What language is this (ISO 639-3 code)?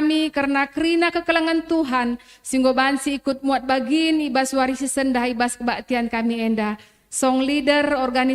btx